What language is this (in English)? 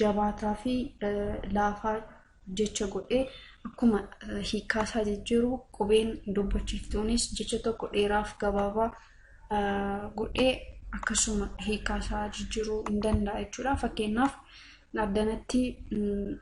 Oromo